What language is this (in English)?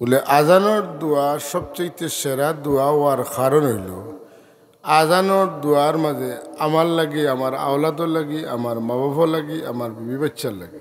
Sylheti